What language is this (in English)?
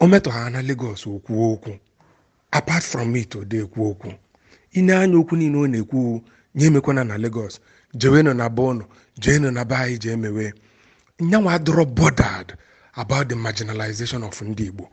Igbo